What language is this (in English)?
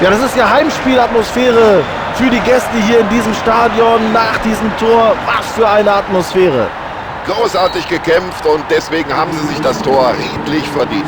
Bavarian